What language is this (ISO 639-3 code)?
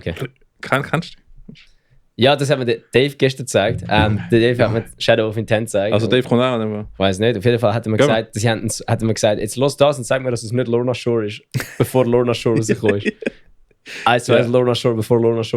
gsw